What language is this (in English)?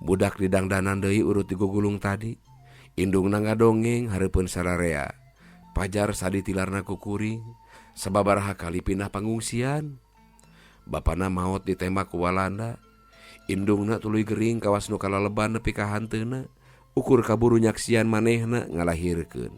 Sundanese